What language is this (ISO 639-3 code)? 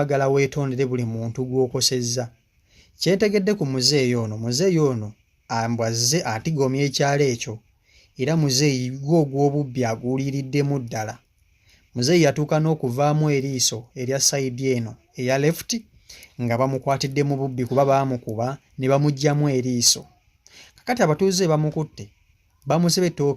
lug